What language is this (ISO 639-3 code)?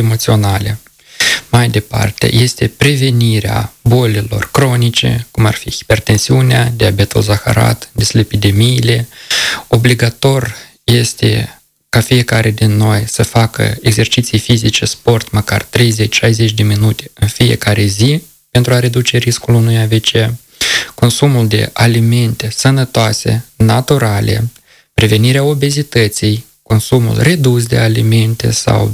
ron